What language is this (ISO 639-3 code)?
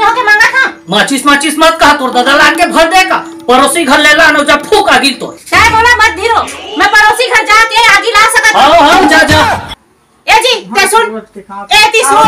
hne